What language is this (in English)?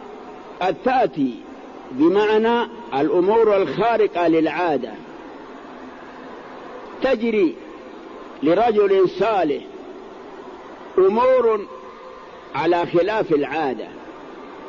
Arabic